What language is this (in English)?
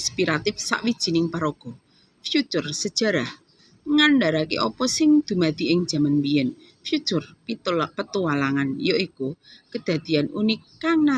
Javanese